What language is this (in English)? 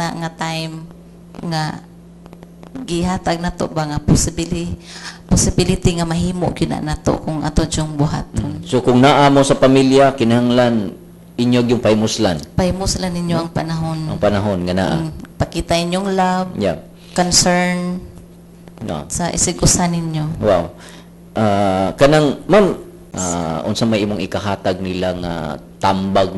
Cebuano